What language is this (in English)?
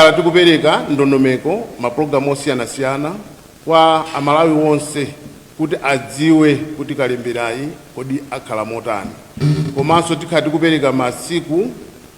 Nyanja